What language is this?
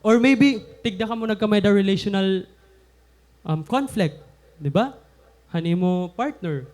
Waray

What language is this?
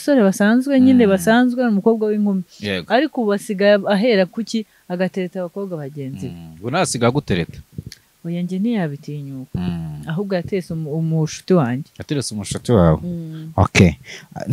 Kinyarwanda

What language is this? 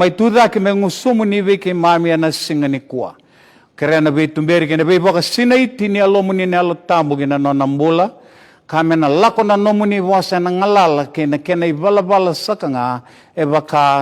Fijian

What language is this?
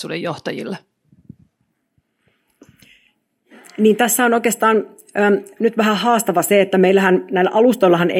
Finnish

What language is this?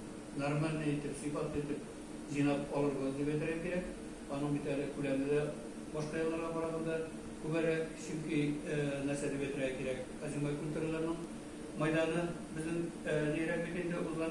Tatar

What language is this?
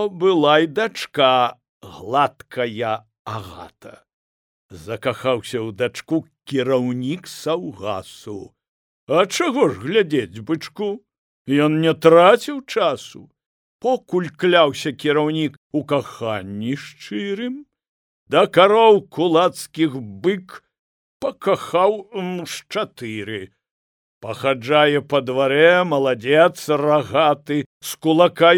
Belarusian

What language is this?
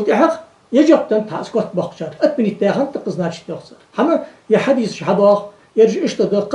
Ingush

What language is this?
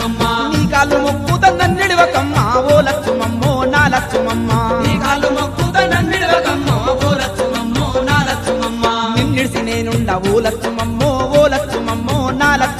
Telugu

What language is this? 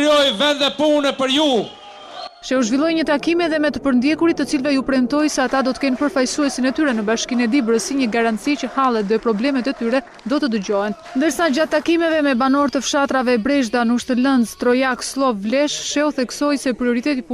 Albanian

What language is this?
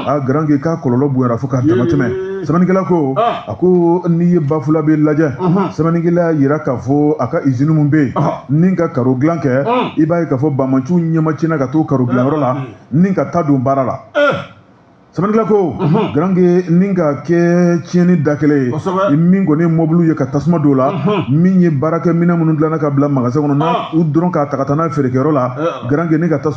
Bambara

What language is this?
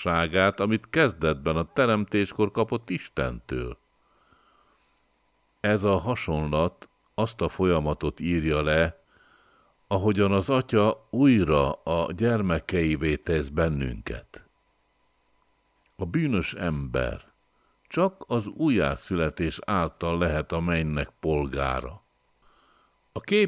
Hungarian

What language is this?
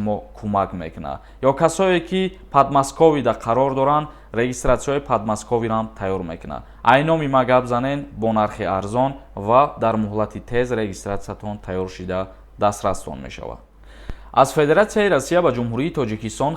Tajik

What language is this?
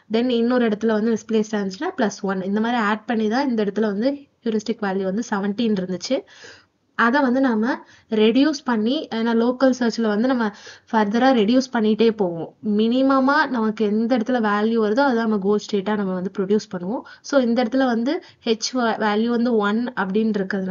Tamil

